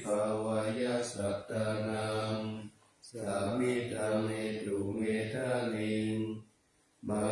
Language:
Pali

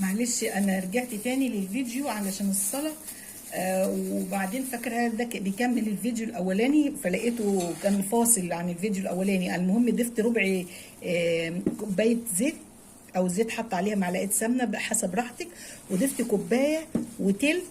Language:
Egyptian Arabic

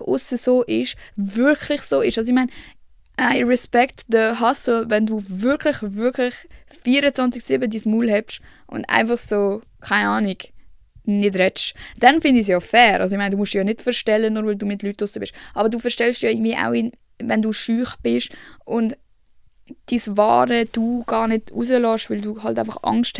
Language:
Swiss German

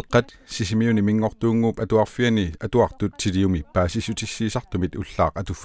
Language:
Kalaallisut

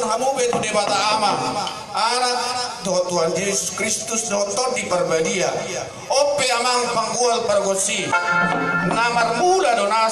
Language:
Batak Toba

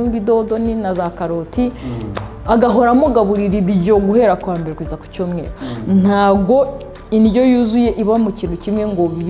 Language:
Kinyarwanda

